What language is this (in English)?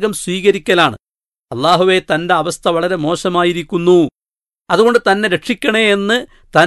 Malayalam